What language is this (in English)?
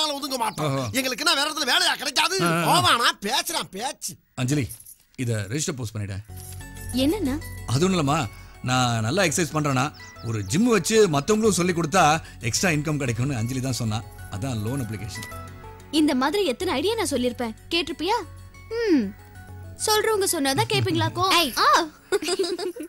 Tamil